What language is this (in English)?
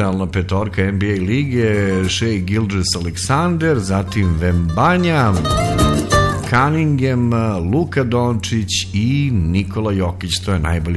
Serbian